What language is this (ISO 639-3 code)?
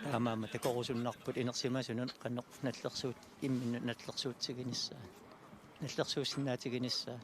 kal